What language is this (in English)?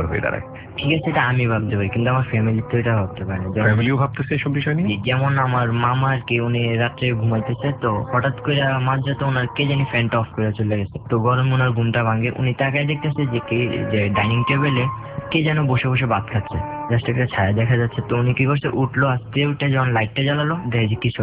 Bangla